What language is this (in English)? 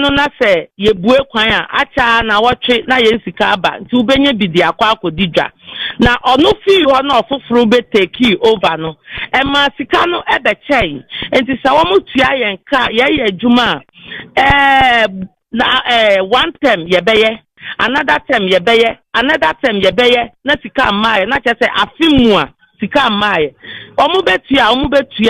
Akan